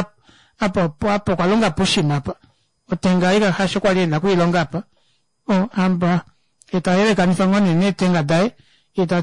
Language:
Kuanyama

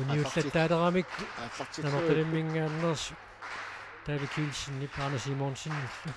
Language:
Kalaallisut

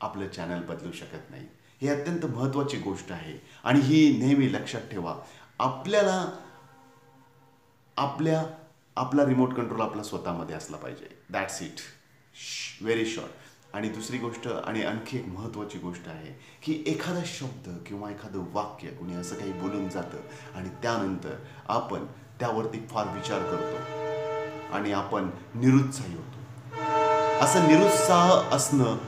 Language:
Marathi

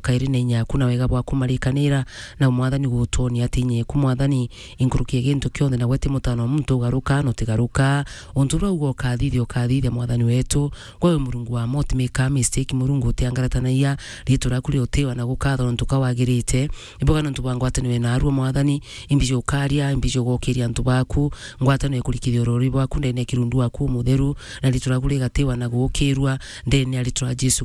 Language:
Meru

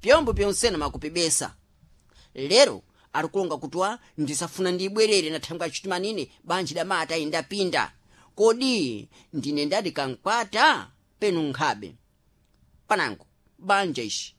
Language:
Sena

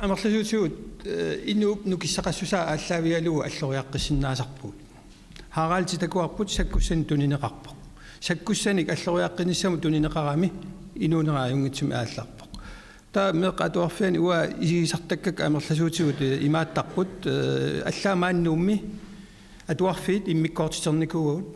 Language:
Kalaallisut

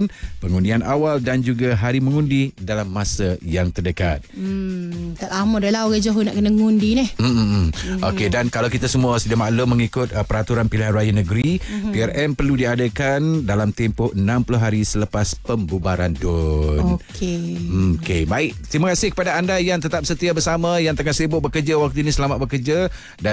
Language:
Malay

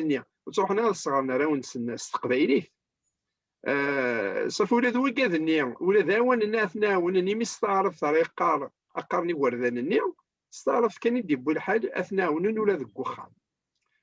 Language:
Kabyle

